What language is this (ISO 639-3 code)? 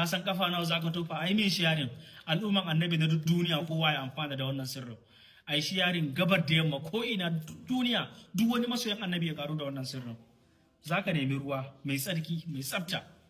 hau